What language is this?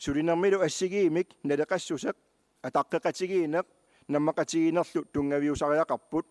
Kalaallisut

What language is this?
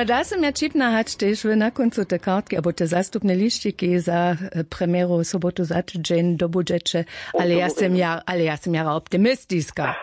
Upper Sorbian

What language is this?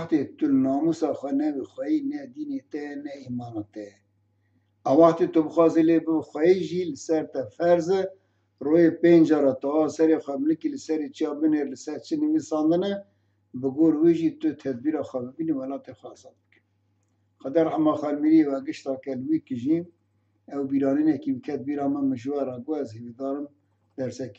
Kurdish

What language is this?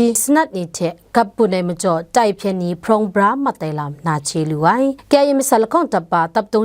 Kachin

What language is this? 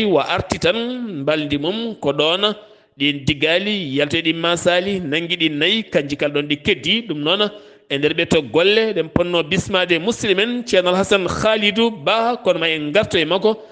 Fula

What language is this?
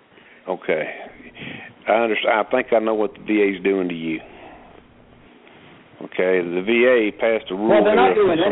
English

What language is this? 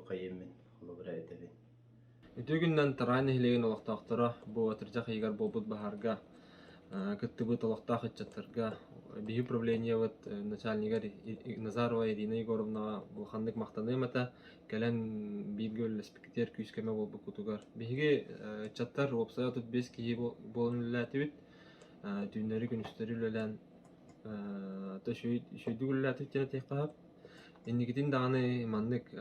Yakut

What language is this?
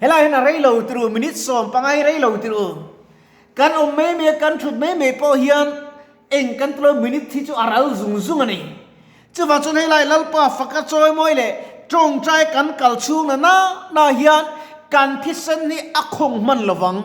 Mizo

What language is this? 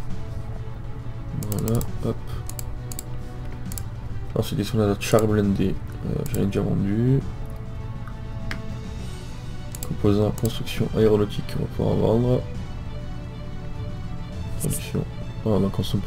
French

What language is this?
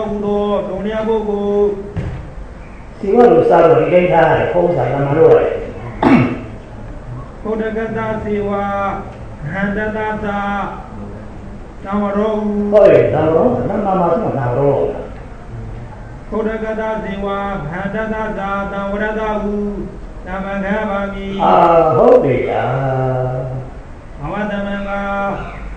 Burmese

